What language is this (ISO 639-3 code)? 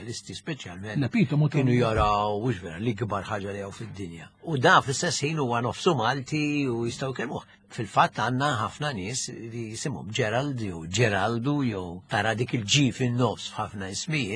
mlt